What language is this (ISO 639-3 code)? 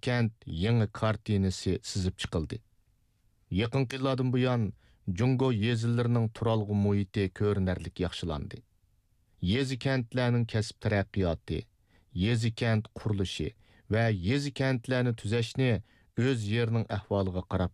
uig